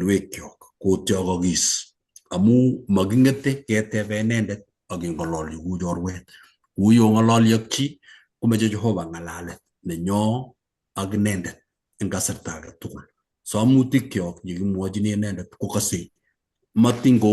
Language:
Kalenjin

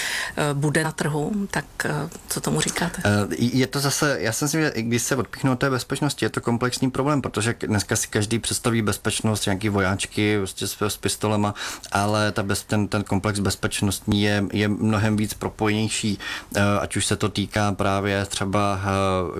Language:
Czech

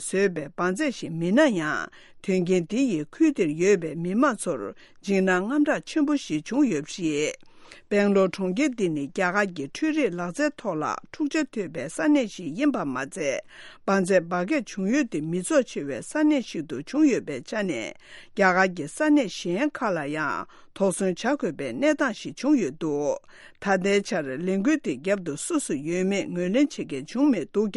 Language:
Tibetan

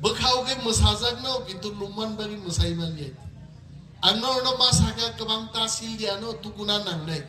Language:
Kok Borok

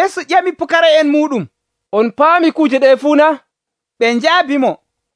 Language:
Nigerian Fulfulde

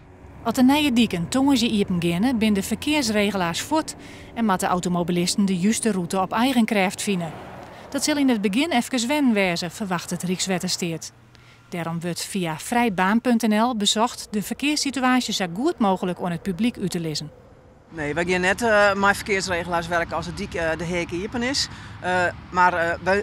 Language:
Western Frisian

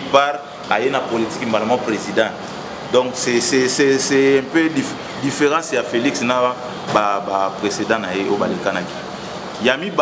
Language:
Lingala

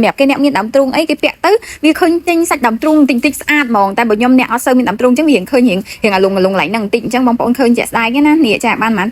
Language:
Khmer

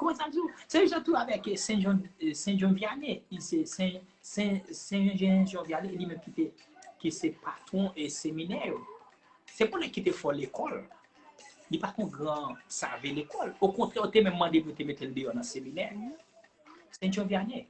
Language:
Haitian Creole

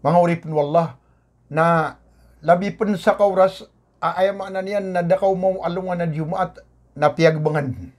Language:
Maranao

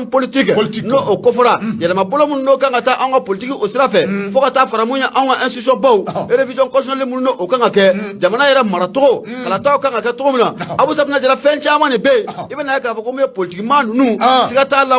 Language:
Bambara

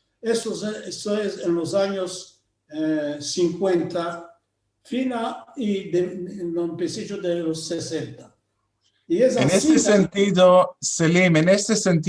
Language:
Ladino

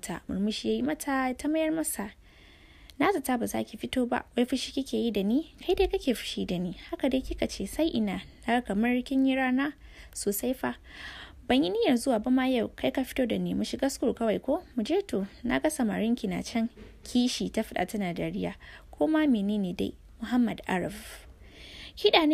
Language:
Hausa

